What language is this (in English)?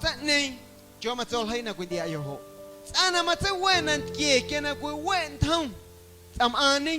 Guerrero Amuzgo